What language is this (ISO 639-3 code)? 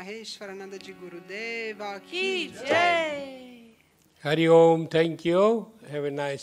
hin